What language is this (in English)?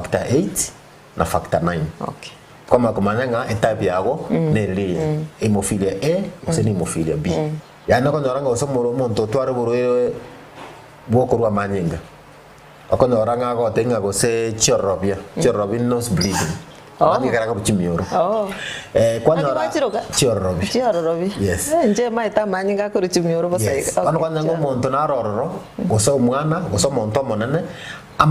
Gusii